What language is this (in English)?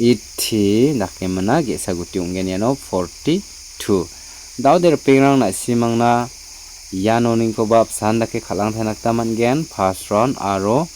Garo